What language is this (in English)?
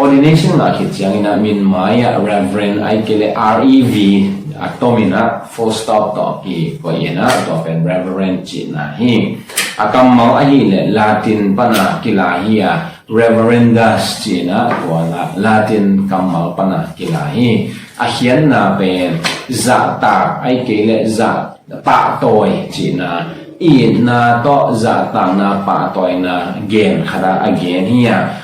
Tedim Chin